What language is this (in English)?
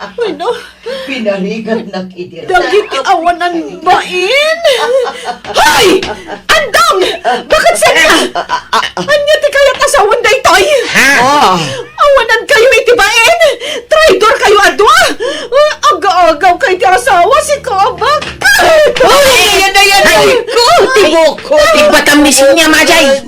Iloko